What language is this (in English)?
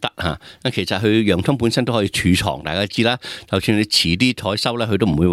Cantonese